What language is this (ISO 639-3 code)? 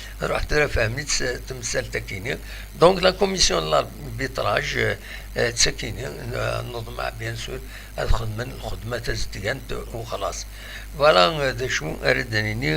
kab